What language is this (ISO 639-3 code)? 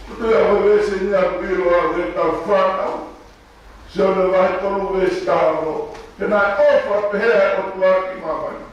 ton